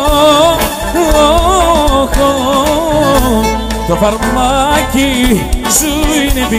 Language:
Greek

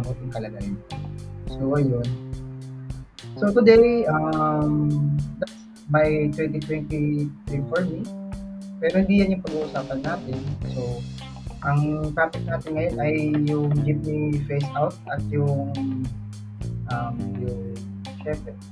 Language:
Filipino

